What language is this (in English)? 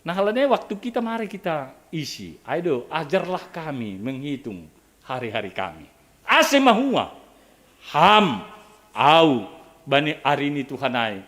Batak Simalungun